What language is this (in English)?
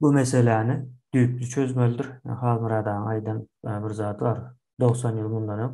Turkmen